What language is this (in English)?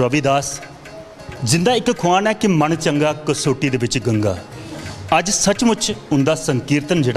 Dogri